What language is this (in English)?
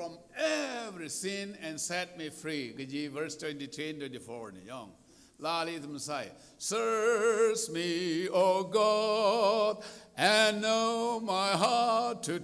Tangkhul Naga (India)